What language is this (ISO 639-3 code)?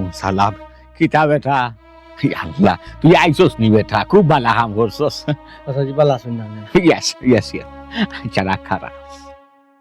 syl